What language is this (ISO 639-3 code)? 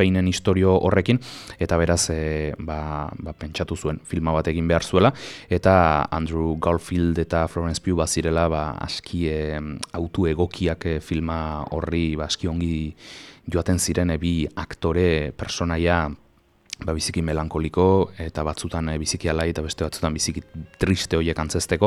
eus